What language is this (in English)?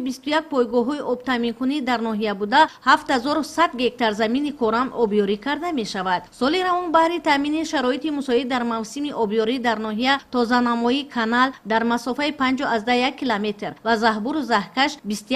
Tajik